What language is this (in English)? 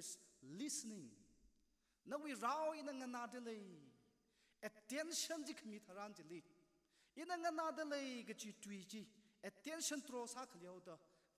Tangkhul Naga (India)